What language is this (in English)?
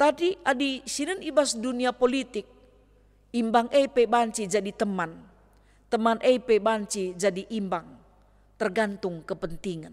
Batak Karo